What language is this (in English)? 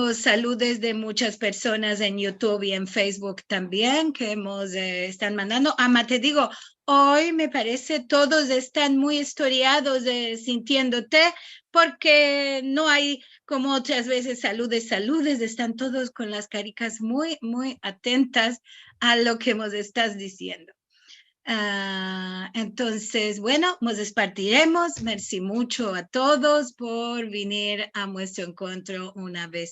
Ladino